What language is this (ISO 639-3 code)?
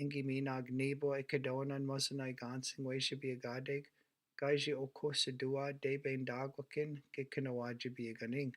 ciw